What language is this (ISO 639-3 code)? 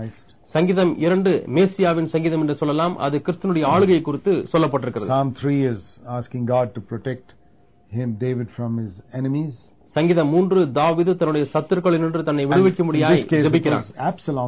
tam